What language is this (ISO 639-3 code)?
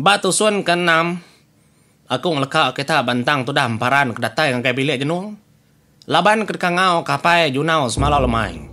iba